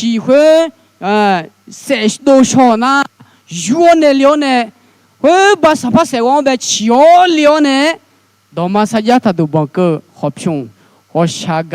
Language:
Akha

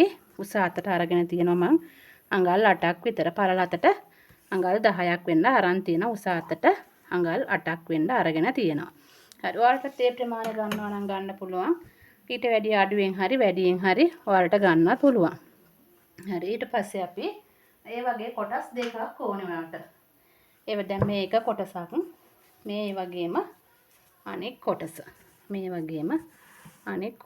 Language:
Sinhala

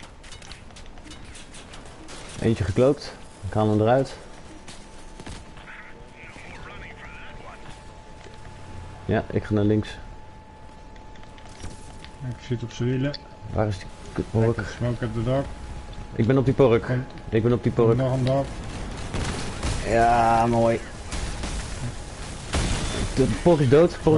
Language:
Dutch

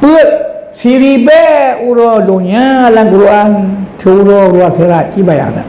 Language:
Achinese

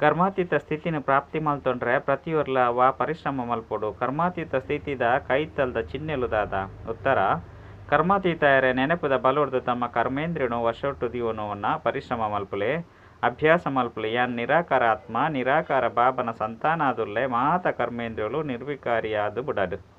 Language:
Tulu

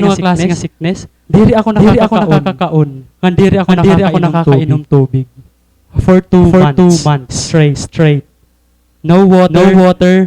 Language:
Waray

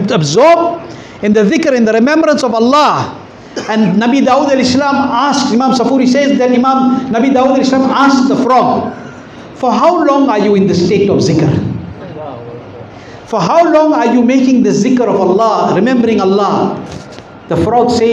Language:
English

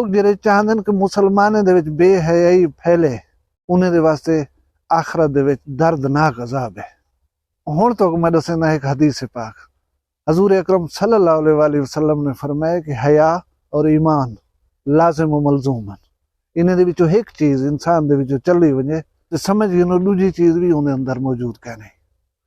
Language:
Saraiki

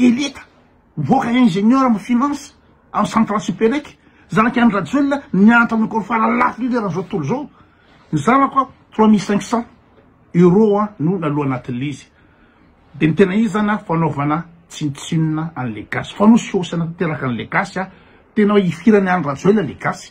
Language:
Malagasy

